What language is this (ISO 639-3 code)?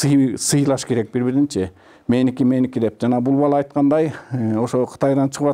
kir